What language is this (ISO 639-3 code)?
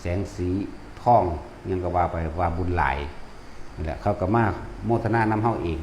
tts